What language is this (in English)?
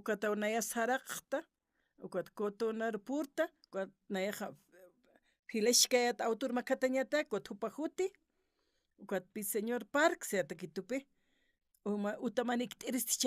Aymara